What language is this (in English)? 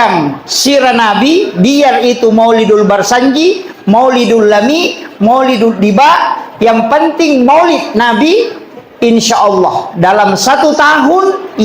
Buginese